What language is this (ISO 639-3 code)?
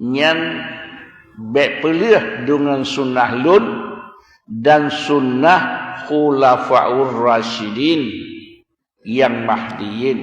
ace